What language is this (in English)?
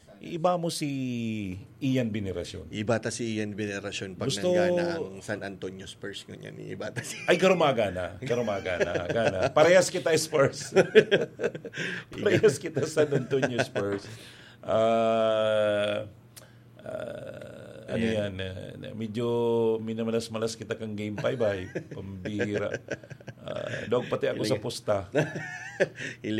Bikol